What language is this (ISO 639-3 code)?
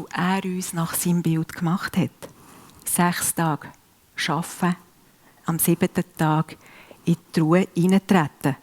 gsw